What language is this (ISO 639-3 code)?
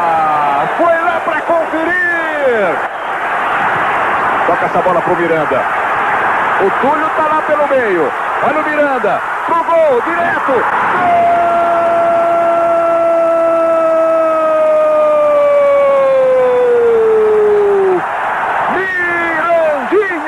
por